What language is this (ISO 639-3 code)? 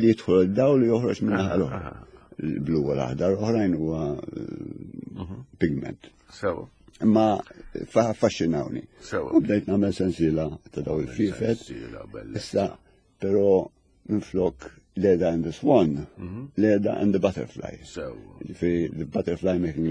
mlt